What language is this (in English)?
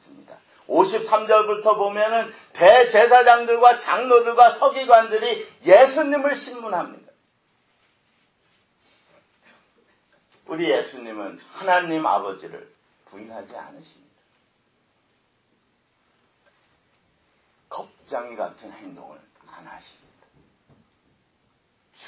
Korean